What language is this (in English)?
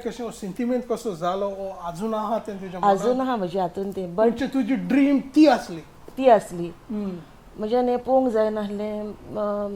Konkani